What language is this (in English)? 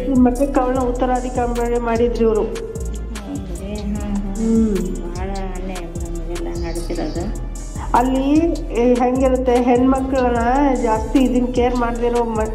Kannada